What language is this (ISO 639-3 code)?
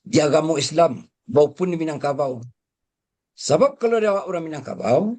min